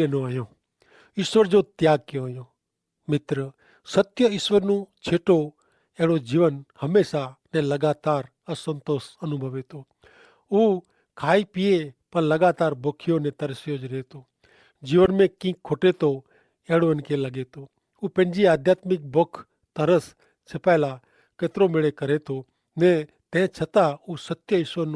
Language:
Kachhi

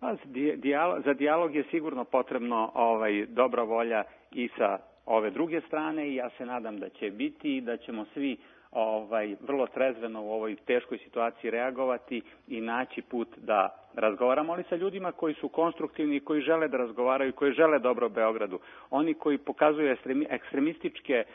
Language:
Serbian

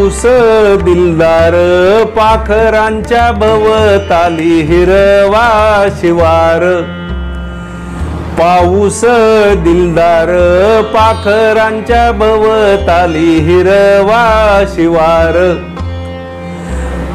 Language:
Marathi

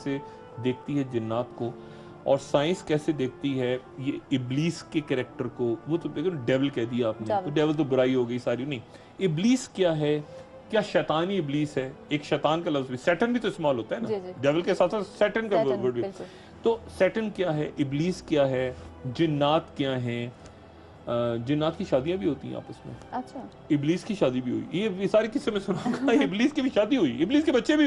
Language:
Urdu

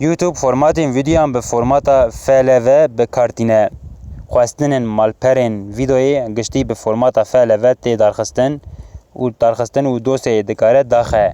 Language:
Kurdish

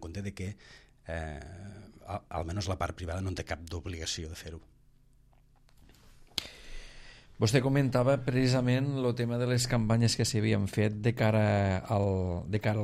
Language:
Catalan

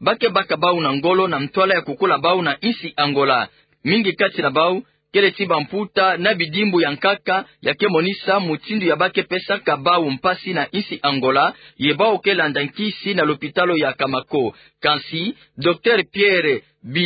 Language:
Kituba (Democratic Republic of Congo)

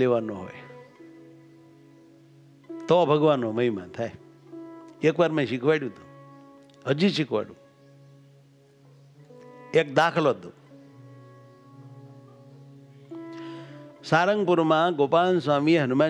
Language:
Gujarati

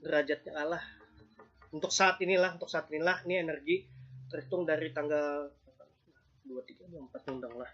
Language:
Banjar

